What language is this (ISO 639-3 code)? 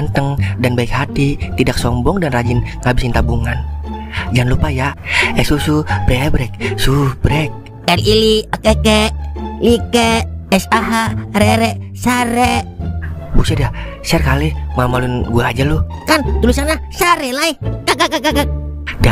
bew